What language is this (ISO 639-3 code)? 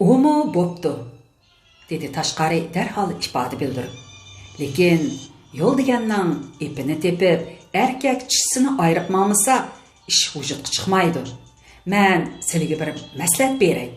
uig